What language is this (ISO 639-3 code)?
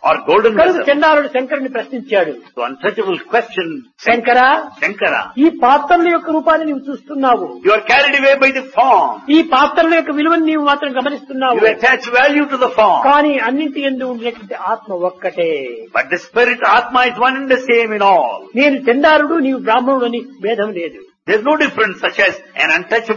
tel